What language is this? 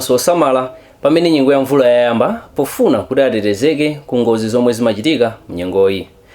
Nyanja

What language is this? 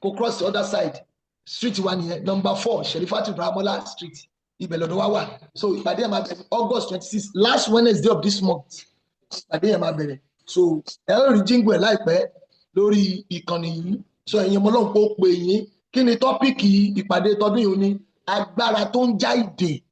Yoruba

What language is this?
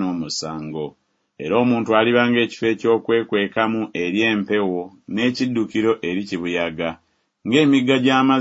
Ganda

